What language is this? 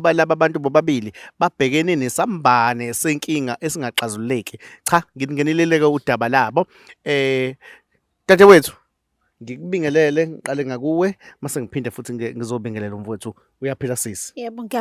Zulu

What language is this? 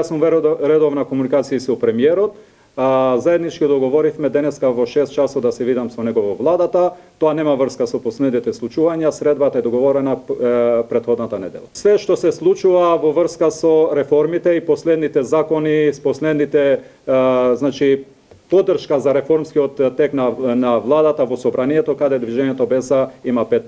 Macedonian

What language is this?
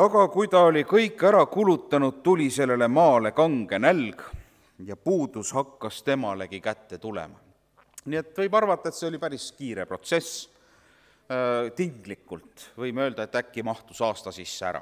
Estonian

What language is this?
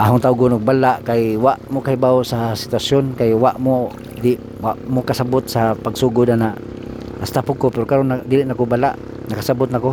Cebuano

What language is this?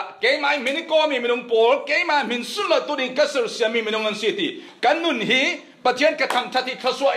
Falam Chin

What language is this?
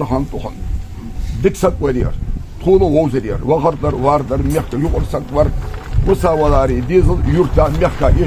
Ingush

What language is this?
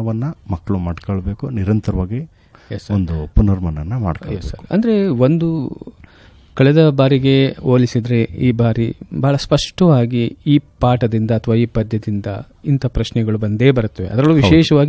Kannada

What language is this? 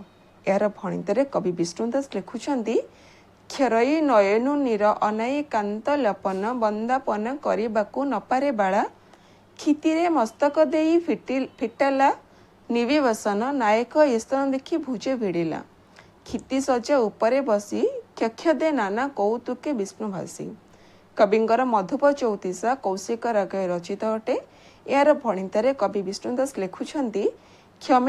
Odia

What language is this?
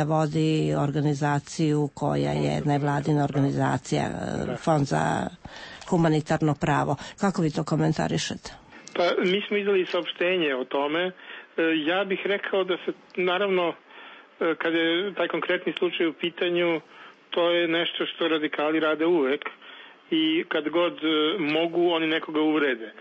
Serbian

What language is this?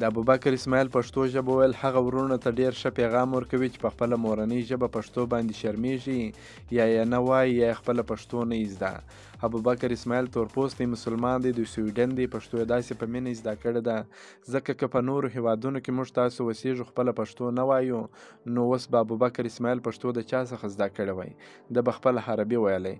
Pashto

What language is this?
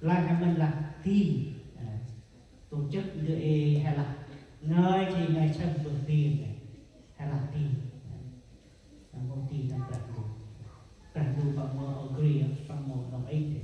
Central Mnong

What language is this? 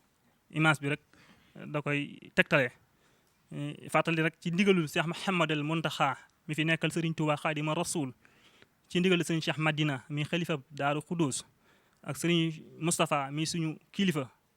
Wolof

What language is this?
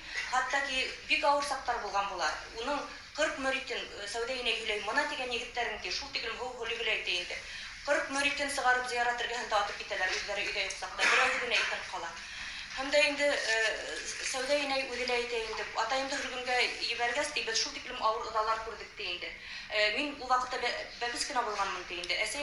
Bashkir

